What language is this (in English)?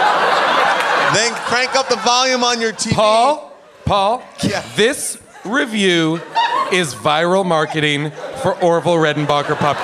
English